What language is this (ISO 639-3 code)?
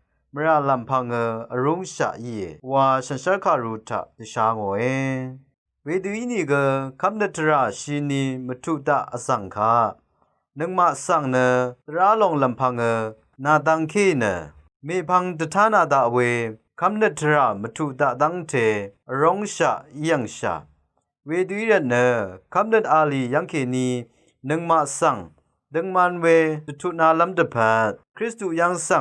raw